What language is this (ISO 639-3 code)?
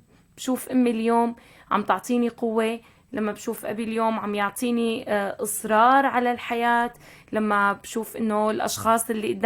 apc